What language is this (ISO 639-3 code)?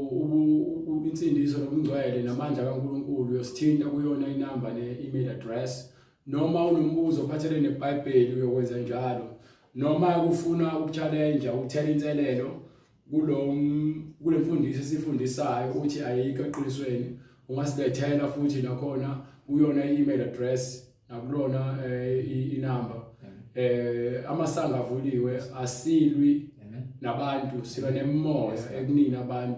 zul